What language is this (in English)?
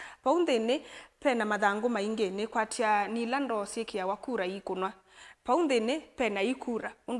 Kamba